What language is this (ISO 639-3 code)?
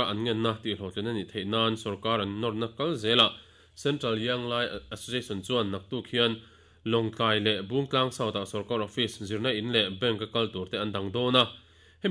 lus